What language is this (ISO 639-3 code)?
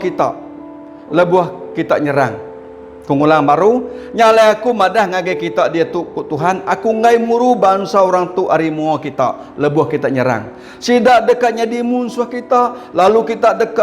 iba